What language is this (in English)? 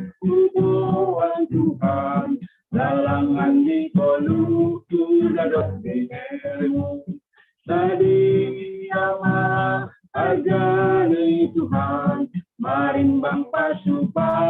Batak Simalungun